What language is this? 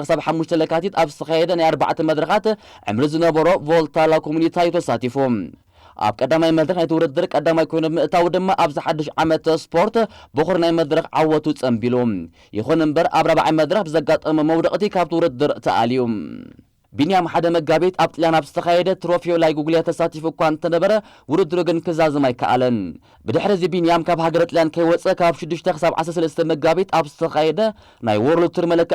Tigrinya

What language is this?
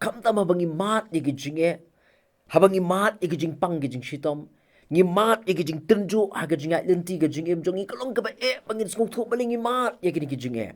Khasi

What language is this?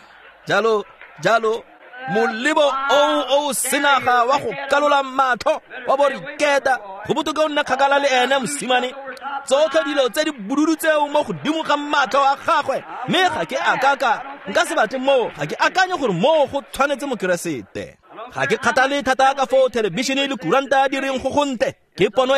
Tswana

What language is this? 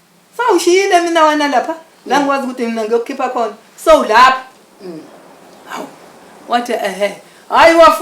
Zulu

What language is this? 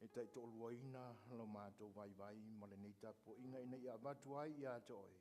Samoan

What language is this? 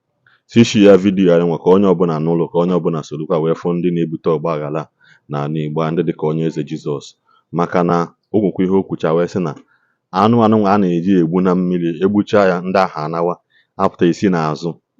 Igbo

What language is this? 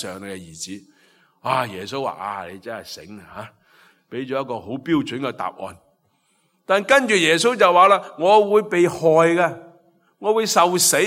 Cantonese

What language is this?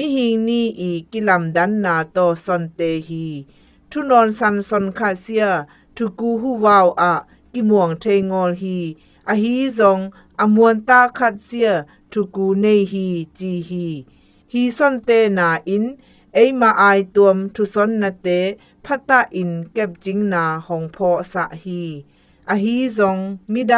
Zou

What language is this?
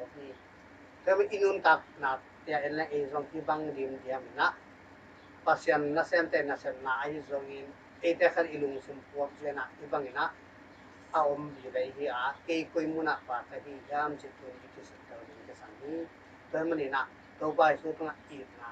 Tedim Chin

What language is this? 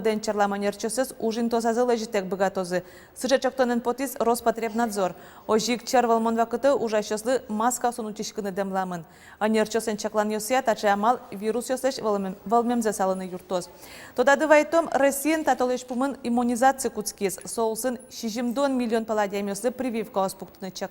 Udmurt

